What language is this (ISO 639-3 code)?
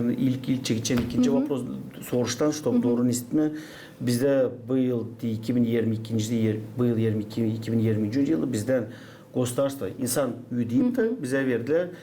gag